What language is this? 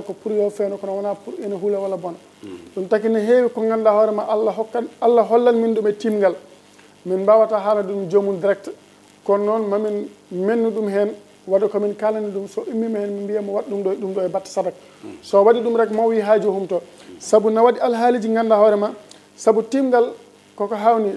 Fula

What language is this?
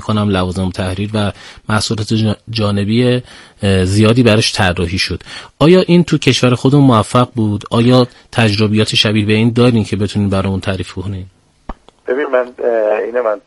Persian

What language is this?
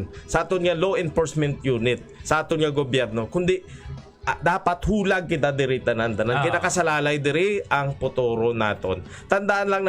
Hiligaynon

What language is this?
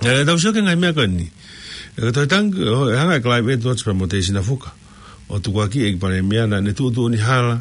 Tongan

